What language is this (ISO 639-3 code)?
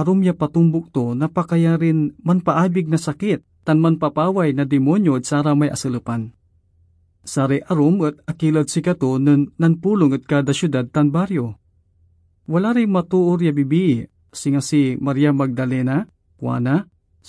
pag